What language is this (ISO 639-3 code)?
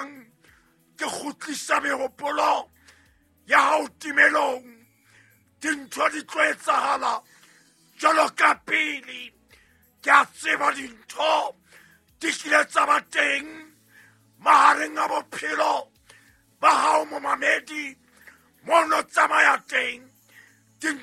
sot